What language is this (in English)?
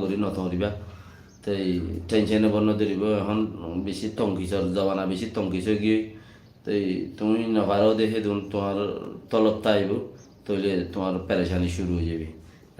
Rohingya